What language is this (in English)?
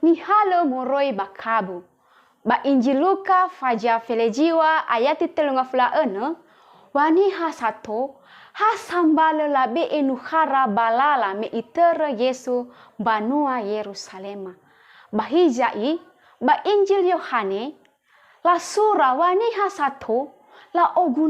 Nias